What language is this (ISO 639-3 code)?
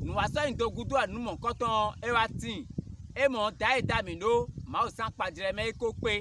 fon